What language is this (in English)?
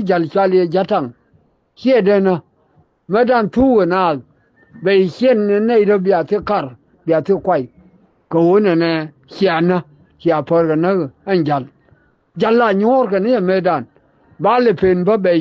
Nuer